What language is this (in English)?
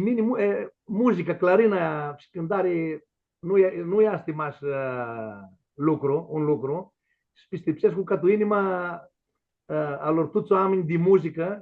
Aromanian